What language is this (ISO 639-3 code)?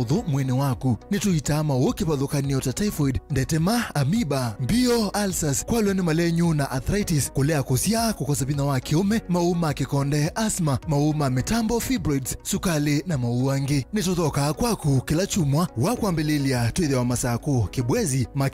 kam